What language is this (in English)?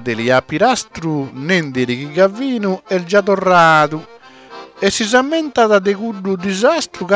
Sardinian